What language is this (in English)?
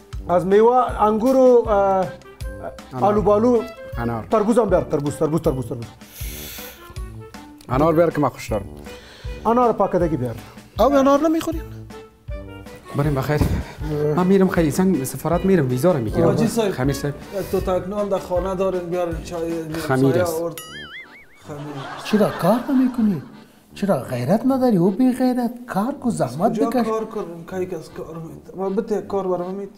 Persian